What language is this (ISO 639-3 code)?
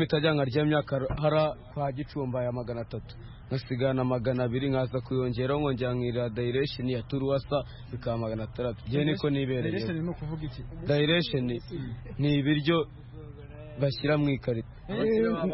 kin